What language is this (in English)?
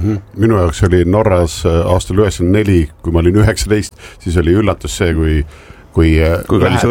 Estonian